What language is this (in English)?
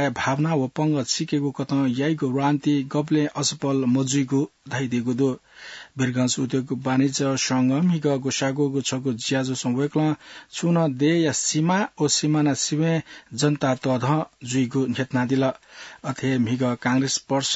Newari